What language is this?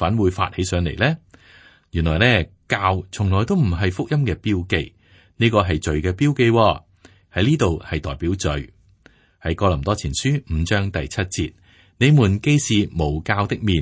Cantonese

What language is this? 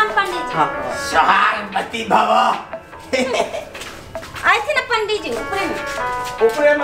Maithili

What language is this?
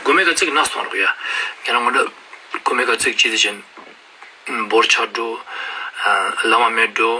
Ladakhi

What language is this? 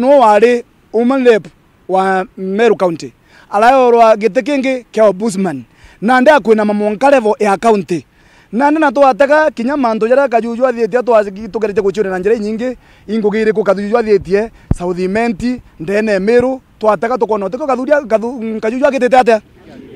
Meru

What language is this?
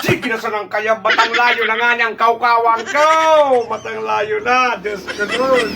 Bikol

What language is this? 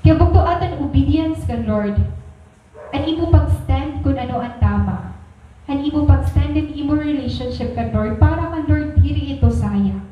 Waray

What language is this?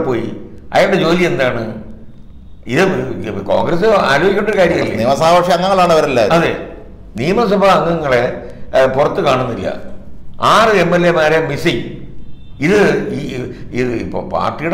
Malayalam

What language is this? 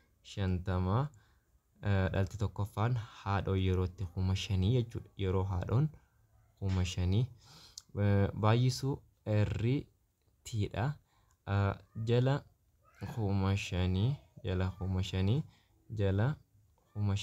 Oromo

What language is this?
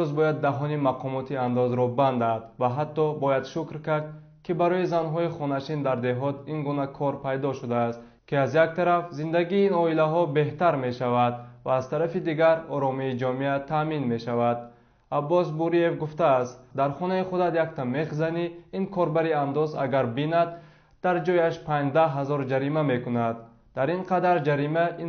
Tajik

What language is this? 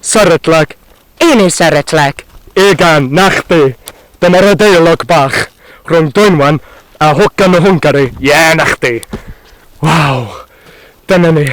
Welsh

